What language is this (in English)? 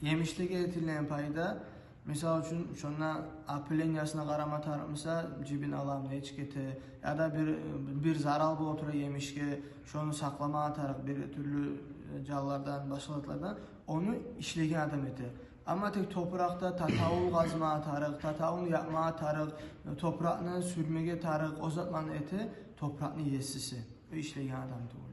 Kumyk